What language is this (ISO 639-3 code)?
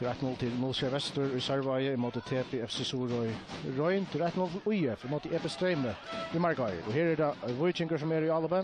fao